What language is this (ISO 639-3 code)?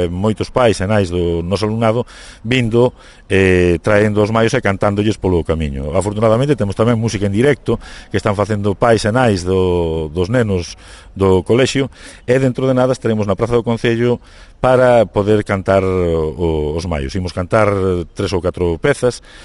glg